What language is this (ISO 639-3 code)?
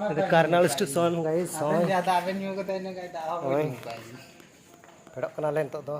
sat